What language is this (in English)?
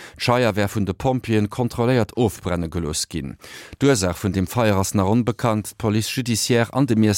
Luxembourgish